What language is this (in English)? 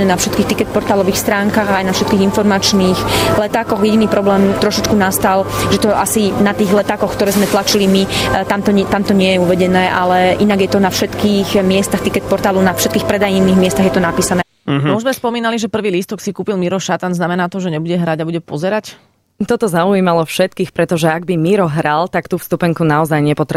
Slovak